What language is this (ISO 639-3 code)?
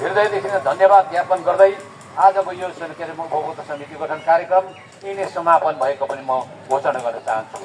nep